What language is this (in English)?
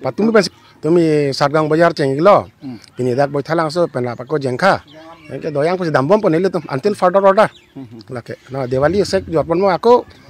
Karbi